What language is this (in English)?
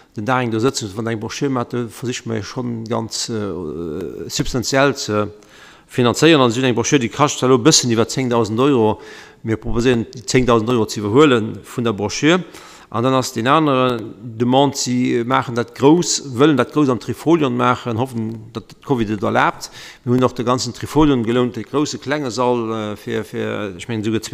Luxembourgish